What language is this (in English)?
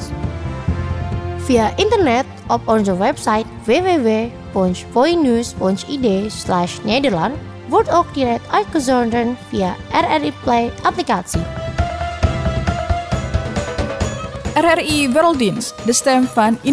Dutch